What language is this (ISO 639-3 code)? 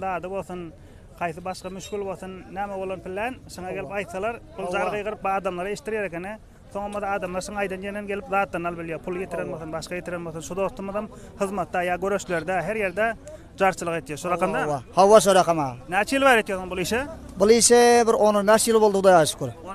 tuk